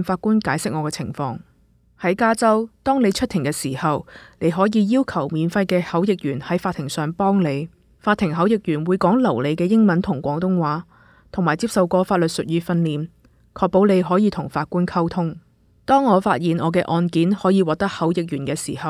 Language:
Cantonese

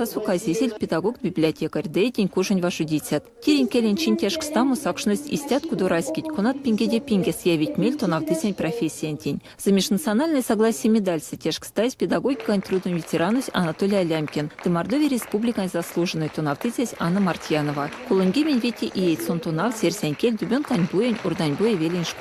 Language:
Erzya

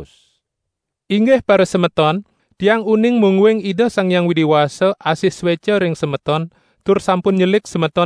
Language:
Balinese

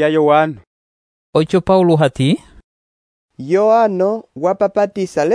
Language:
Umbundu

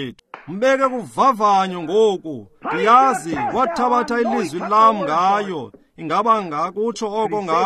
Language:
Xhosa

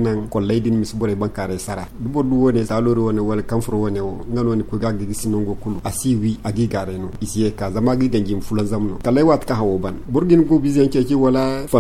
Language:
Zarma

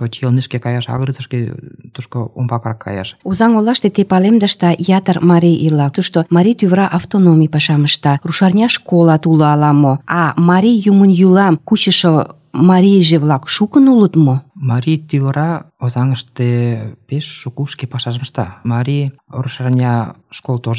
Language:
Mari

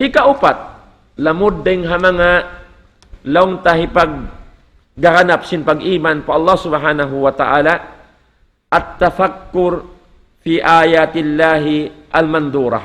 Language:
Tausug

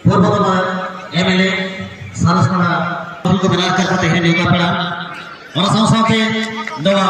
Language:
Santali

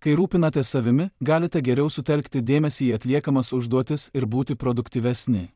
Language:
Lithuanian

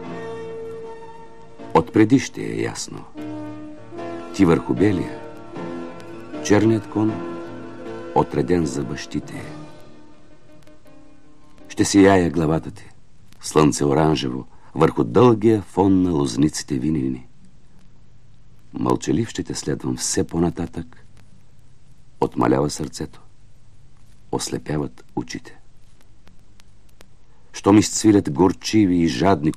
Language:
Bulgarian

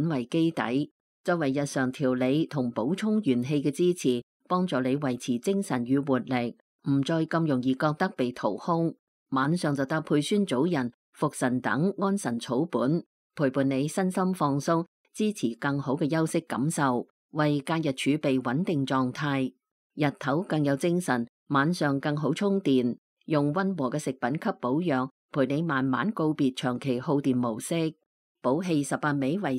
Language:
Cantonese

